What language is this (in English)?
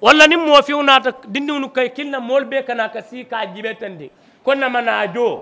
Mandingo